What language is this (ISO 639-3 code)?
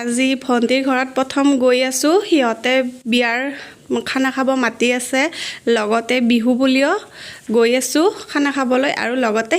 asm